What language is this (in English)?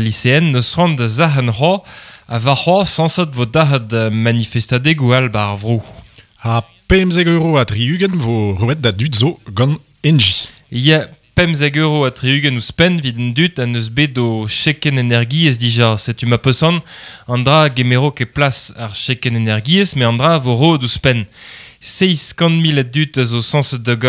Breton